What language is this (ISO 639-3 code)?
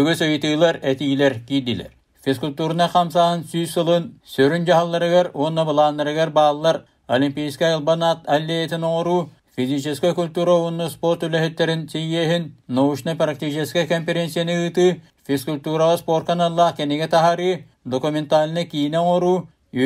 sah